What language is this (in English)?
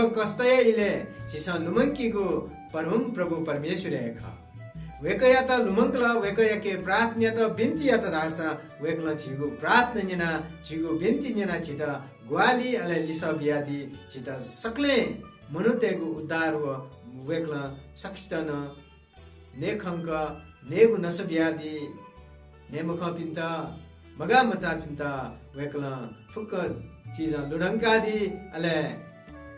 Newari